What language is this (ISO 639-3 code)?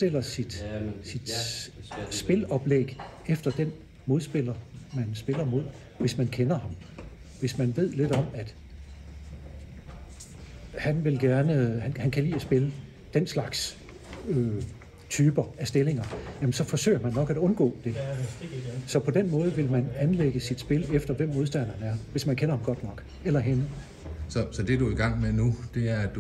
dan